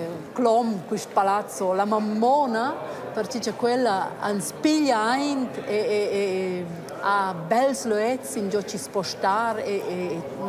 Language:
Romansh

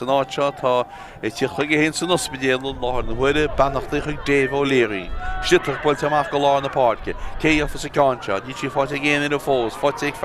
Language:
Irish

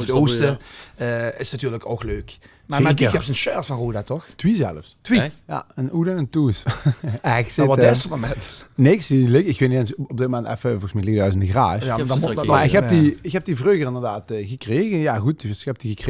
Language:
Limburgish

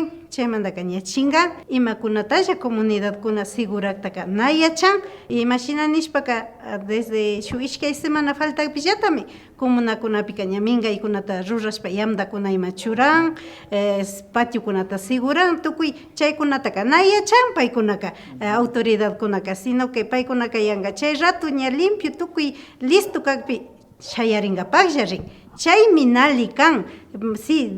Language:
Imbabura Highland Quichua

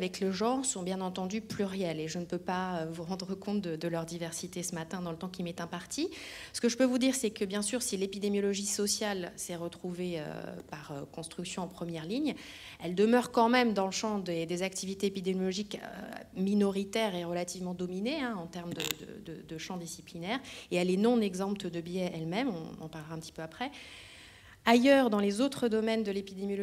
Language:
French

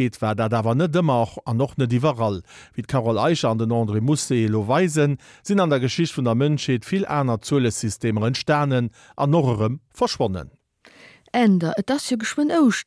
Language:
Luxembourgish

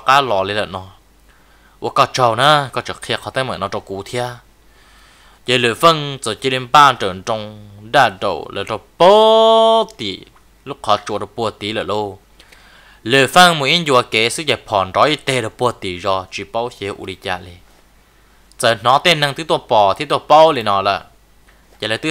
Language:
Vietnamese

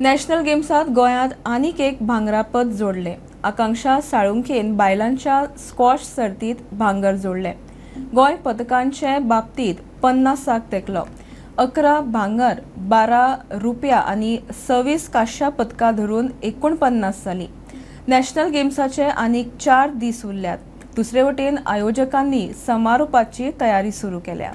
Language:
Konkani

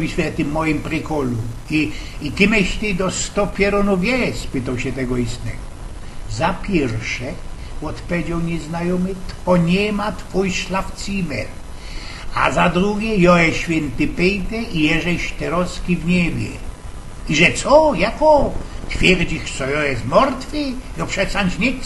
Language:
Silesian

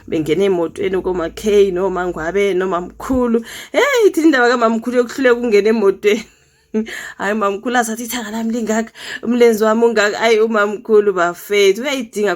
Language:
Zulu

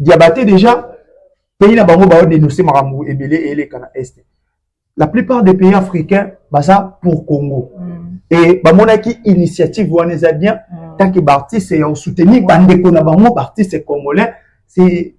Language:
Lingala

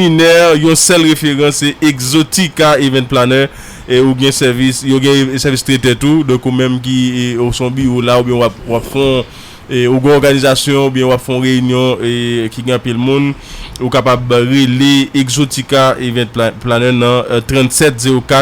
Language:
Haitian Creole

